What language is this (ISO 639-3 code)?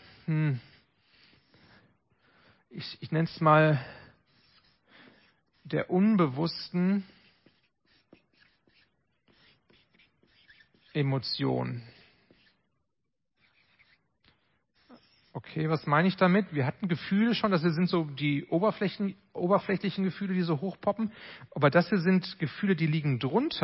deu